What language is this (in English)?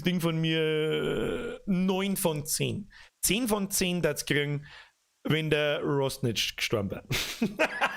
Bavarian